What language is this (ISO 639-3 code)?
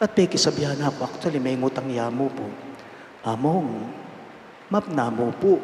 pam